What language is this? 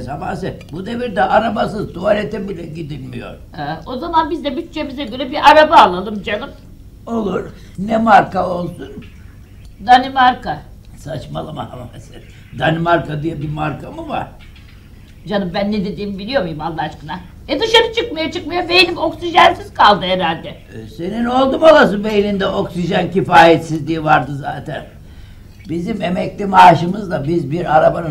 Turkish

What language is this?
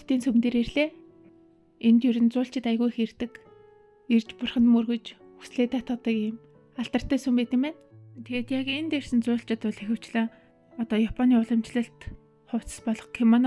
Mongolian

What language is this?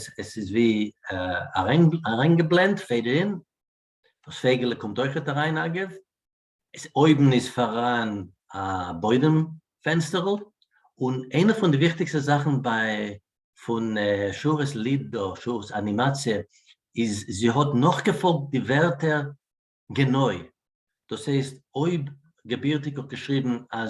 Yiddish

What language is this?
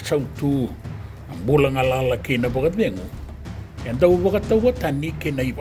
Fijian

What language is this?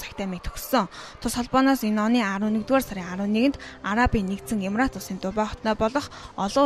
Mongolian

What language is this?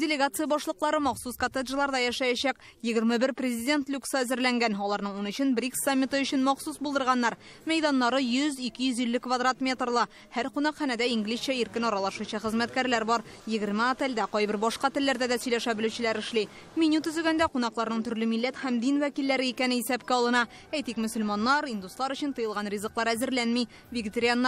Tatar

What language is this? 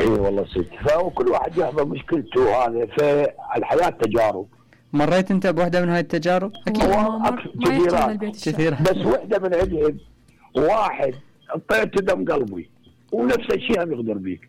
Mesopotamian Arabic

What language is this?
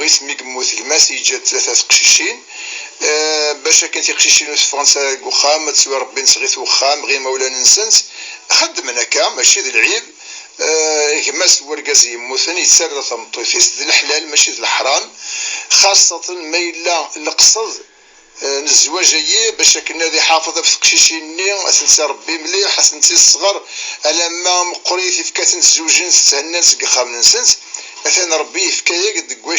Kabyle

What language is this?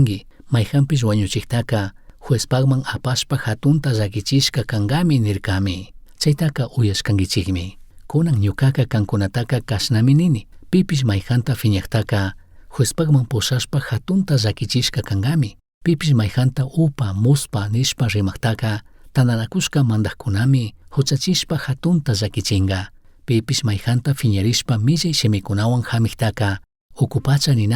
Chimborazo Highland Quichua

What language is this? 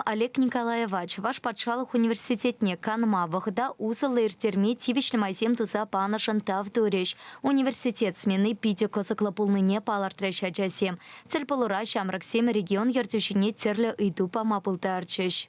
Chuvash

